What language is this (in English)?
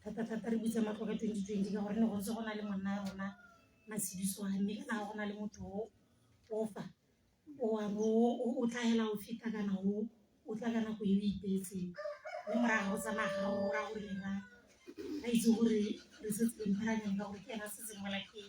Tswana